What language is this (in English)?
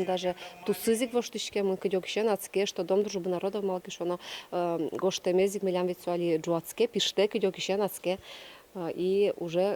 Udmurt